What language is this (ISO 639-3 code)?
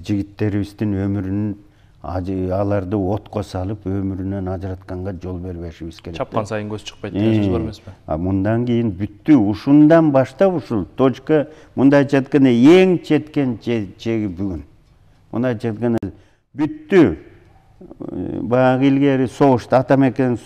kir